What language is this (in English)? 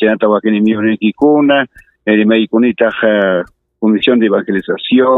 Ayacucho Quechua